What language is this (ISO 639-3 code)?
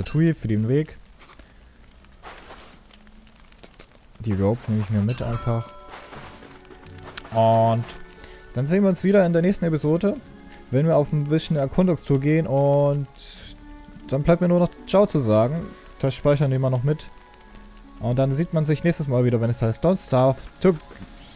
deu